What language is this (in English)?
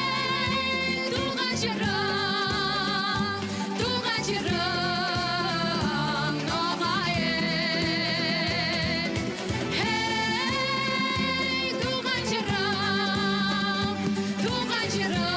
Crimean Tatar